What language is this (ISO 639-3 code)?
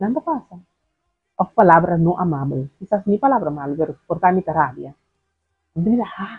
pap